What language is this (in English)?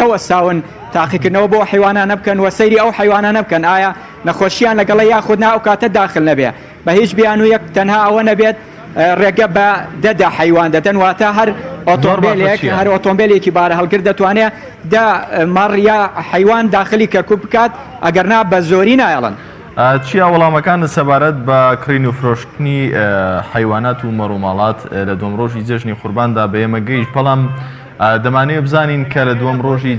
Central Kurdish